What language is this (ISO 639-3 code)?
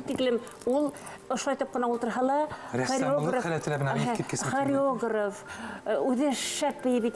bak